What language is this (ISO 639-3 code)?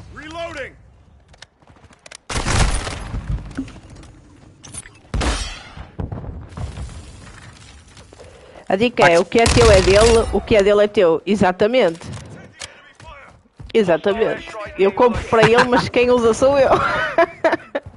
por